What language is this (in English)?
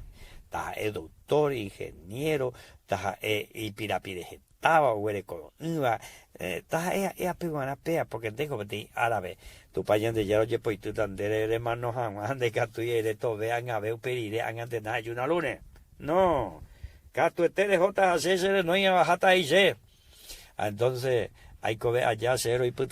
Guarani